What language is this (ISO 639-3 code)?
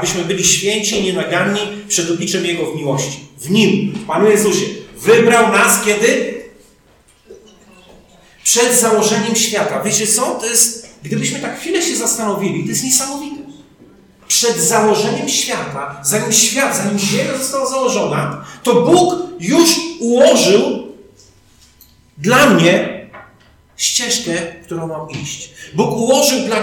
pol